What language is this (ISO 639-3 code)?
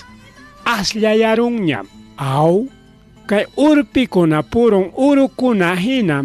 quy